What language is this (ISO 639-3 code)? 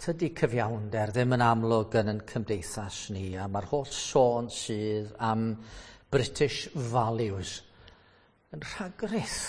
cym